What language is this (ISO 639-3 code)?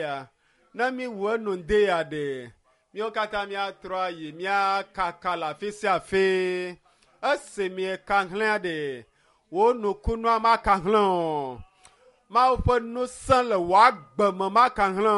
ewe